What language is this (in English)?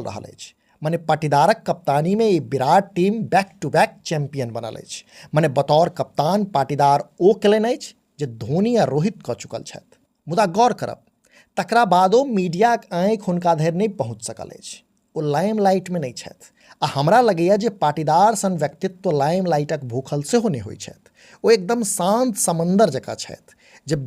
Maithili